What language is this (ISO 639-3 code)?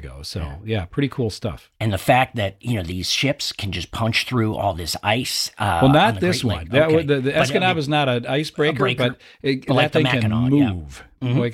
eng